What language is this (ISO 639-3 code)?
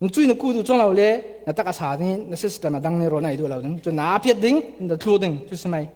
cfm